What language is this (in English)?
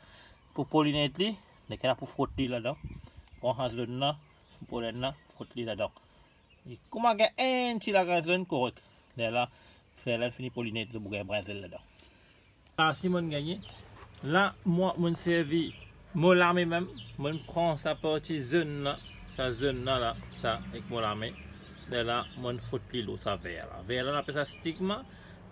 Morisyen